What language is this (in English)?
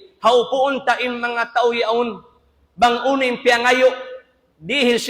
Tausug